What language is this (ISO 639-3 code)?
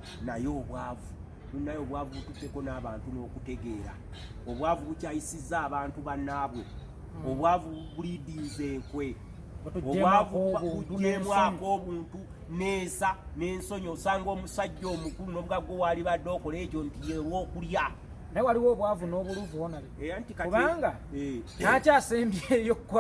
lug